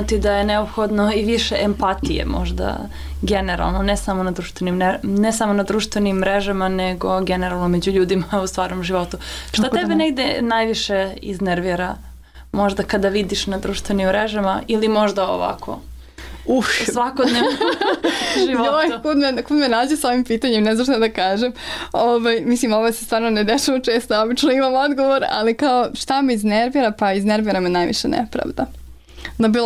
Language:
Serbian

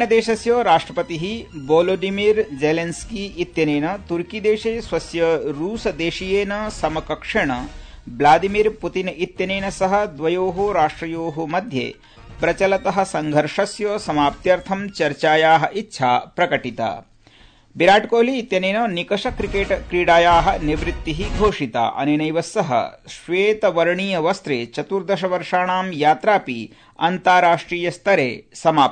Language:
Sanskrit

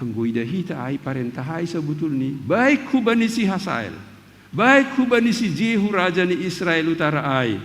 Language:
Batak Simalungun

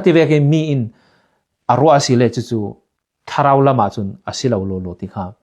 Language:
Falam Chin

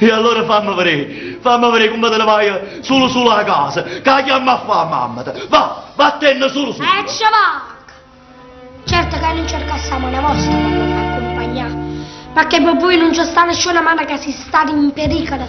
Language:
Neapolitan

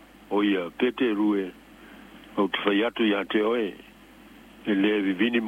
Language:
Samoan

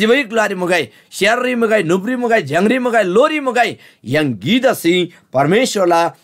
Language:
Eastern Tamang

